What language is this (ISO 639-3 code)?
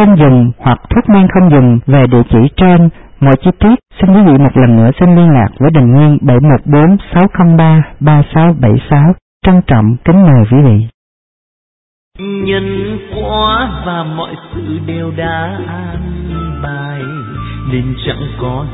vie